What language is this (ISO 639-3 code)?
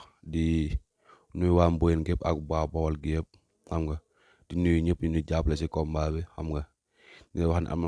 wol